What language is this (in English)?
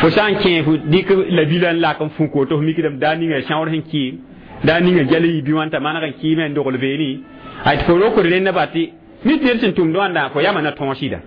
Mossi